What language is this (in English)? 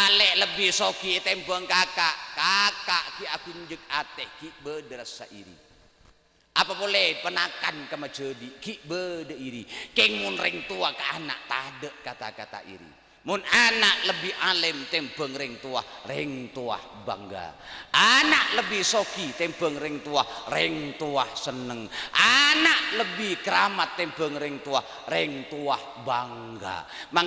Madurese